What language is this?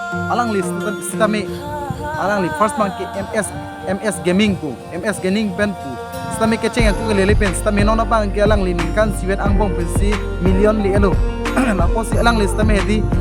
Karbi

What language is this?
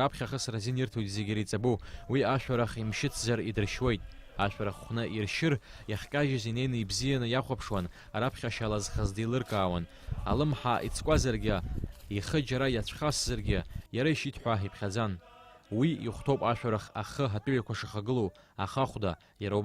Abkhazian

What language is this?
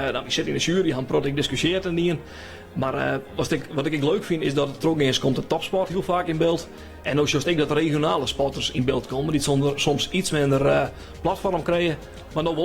Western Frisian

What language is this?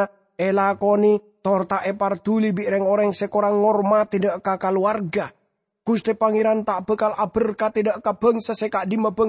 Madurese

